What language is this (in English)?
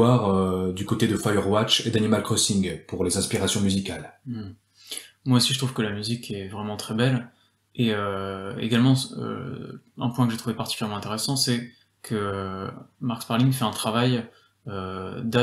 French